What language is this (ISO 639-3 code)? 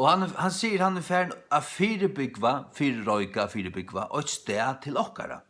fao